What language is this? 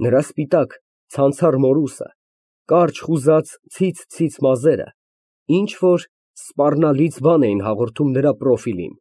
Armenian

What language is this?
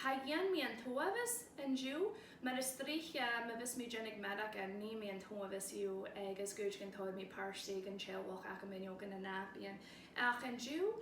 Scottish Gaelic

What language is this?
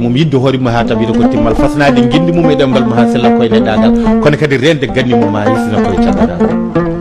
Fula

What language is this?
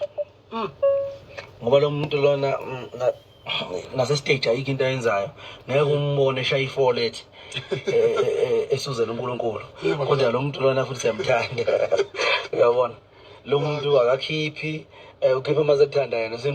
Zulu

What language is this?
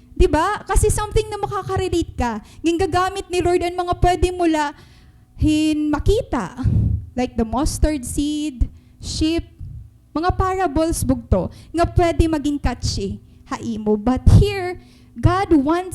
Waray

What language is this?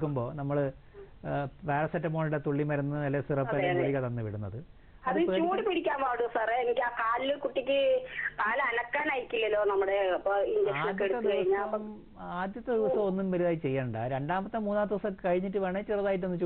Malayalam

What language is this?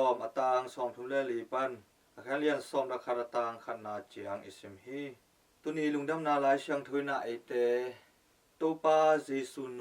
Tedim Chin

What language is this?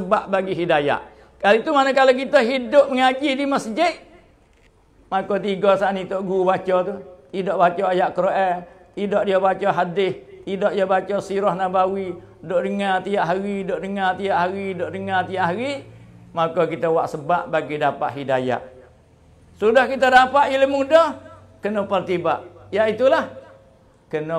Malay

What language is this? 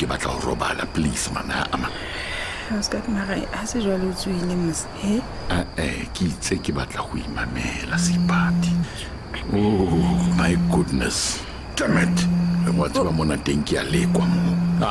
Southern Sotho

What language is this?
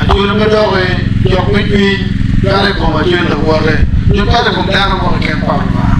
Acoli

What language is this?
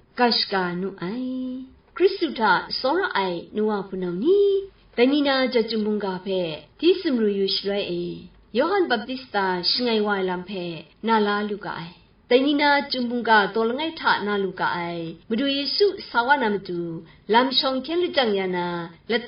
Kachin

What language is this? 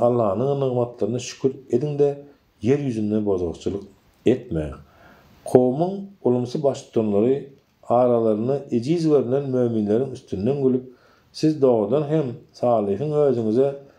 Turkmen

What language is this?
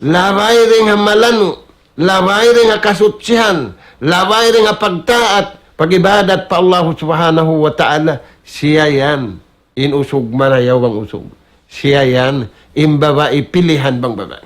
Tausug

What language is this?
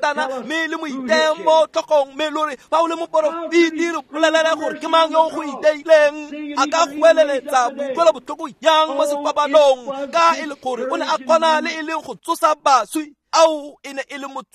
Tswana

